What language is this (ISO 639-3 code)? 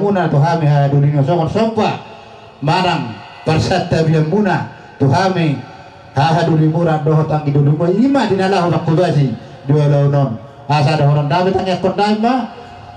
bbc